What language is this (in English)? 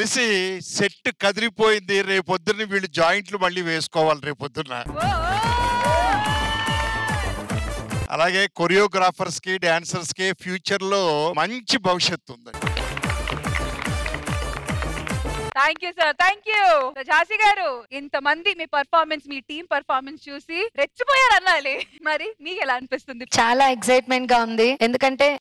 Telugu